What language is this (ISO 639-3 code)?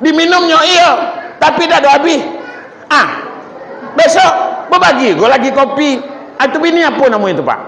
min